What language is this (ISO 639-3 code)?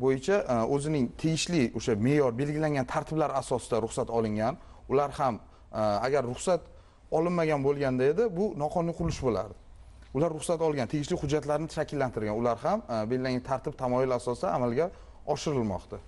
uzb